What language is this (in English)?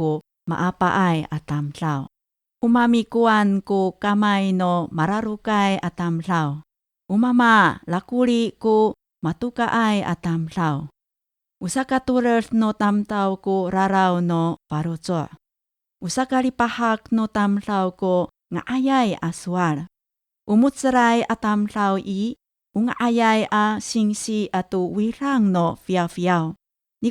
Amis